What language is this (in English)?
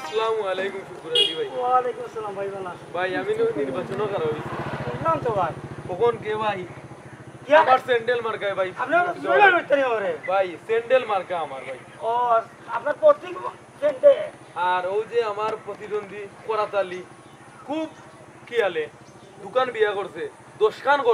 Sylheti